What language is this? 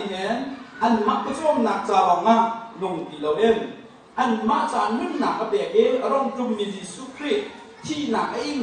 Hakha Chin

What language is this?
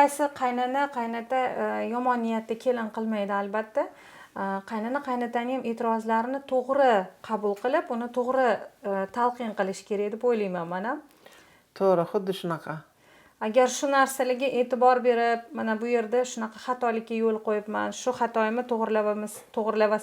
Uzbek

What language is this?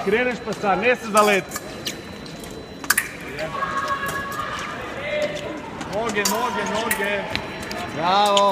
Croatian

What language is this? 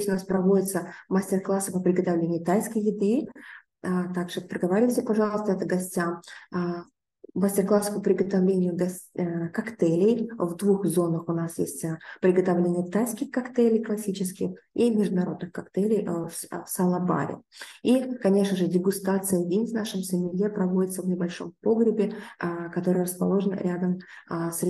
Russian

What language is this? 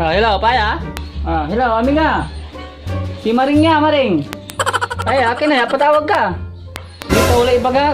Pangasinan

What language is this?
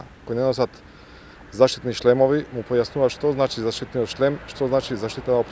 Macedonian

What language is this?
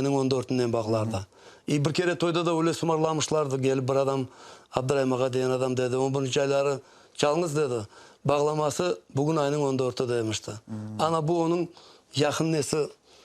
Crimean Tatar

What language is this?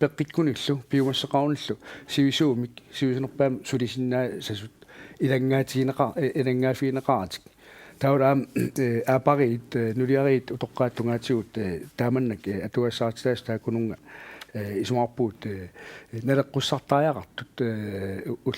Kalaallisut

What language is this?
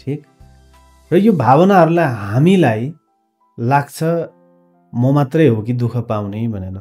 Nepali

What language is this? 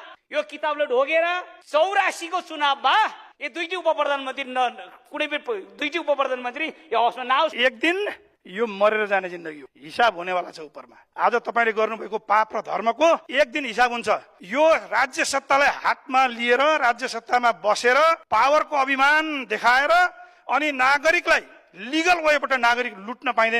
Nepali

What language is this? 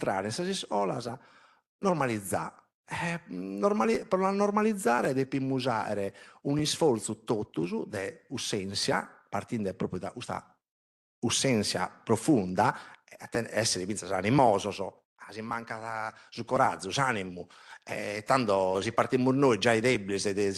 Sardinian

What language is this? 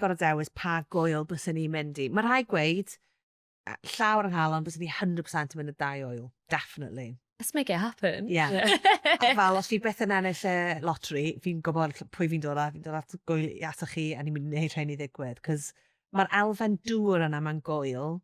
Welsh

